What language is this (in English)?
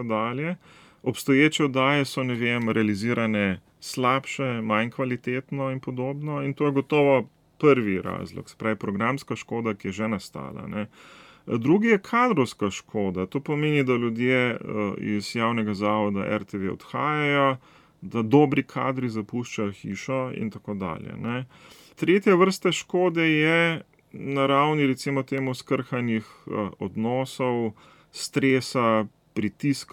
Slovenian